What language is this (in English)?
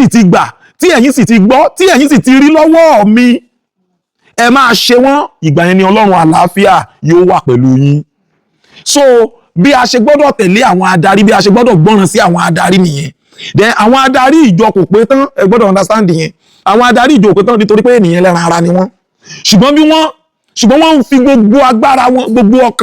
Yoruba